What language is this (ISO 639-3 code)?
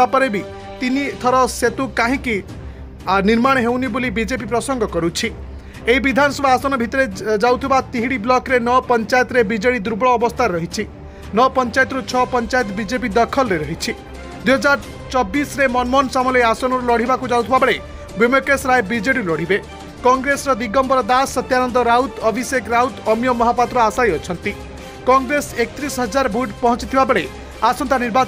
ori